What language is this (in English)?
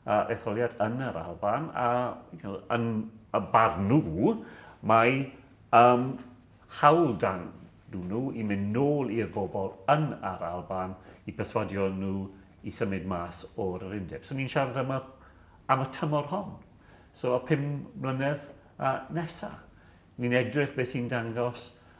Welsh